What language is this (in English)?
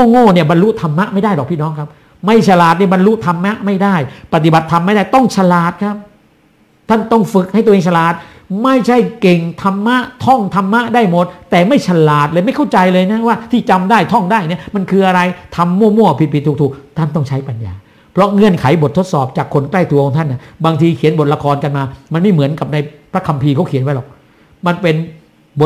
Thai